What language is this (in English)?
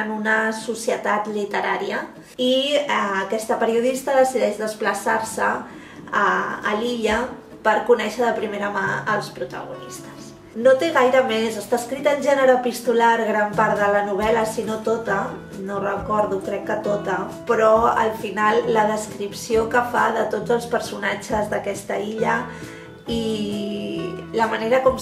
Catalan